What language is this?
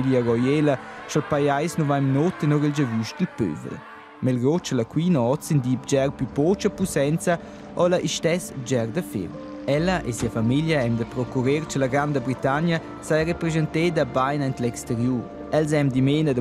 Romansh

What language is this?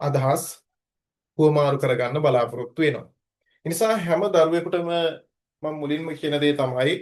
Sinhala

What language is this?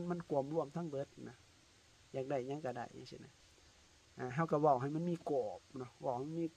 Lao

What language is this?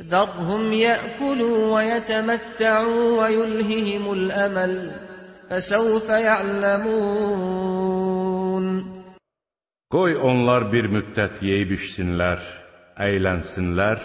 Azerbaijani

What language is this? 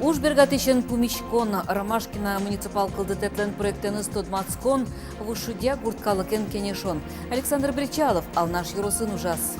Udmurt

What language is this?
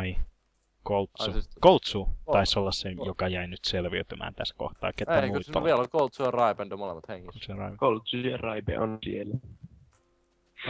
Finnish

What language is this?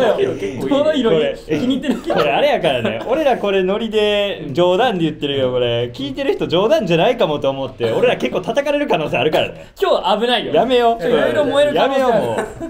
Japanese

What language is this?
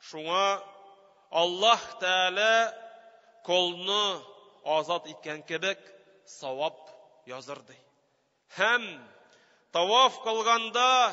Tatar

